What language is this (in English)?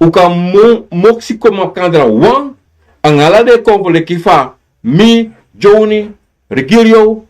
Sranan Tongo